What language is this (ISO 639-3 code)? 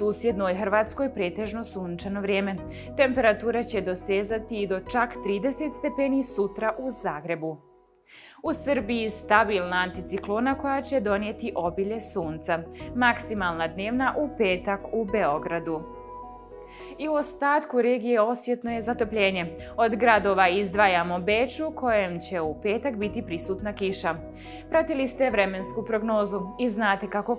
bos